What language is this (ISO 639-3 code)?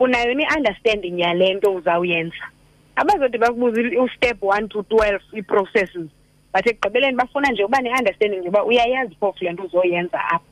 xho